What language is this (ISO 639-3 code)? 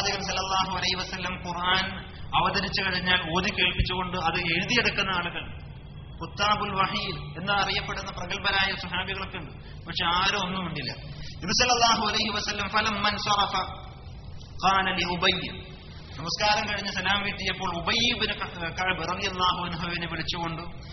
mal